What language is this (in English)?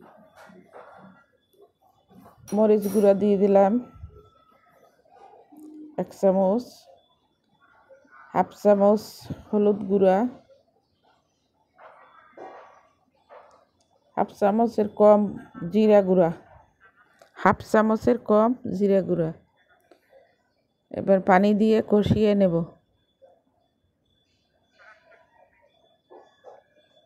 Bangla